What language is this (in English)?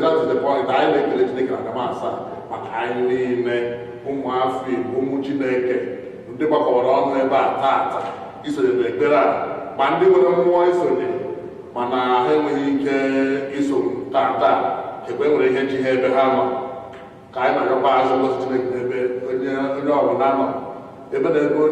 Igbo